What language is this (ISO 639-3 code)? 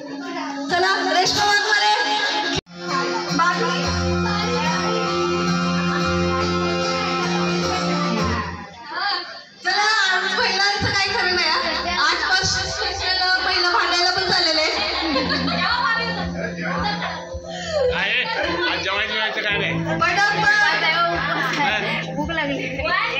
mar